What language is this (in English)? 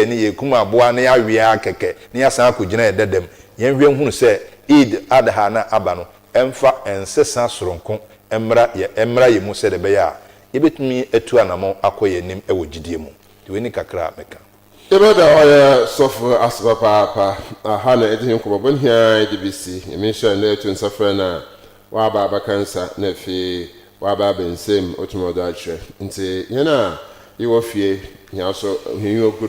Akan